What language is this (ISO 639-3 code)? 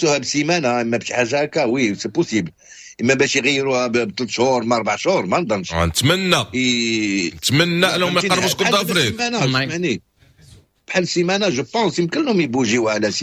ary